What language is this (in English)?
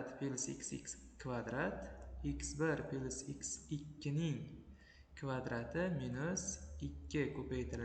Uzbek